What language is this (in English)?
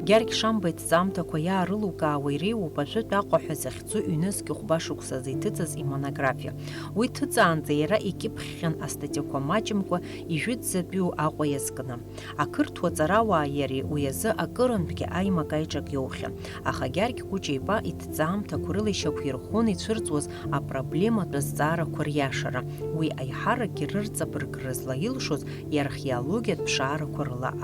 Abkhazian